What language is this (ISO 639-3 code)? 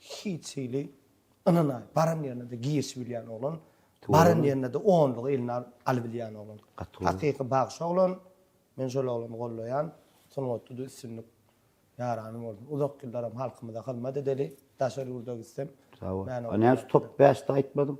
tuk